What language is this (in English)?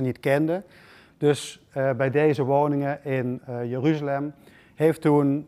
Dutch